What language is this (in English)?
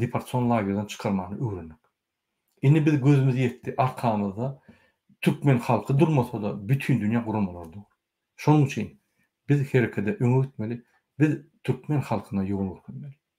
Turkmen